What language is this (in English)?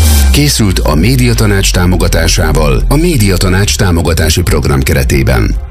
Hungarian